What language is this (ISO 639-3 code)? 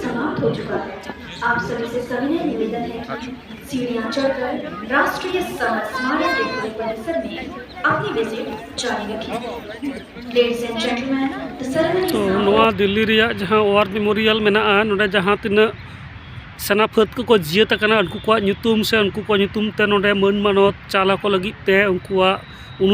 sat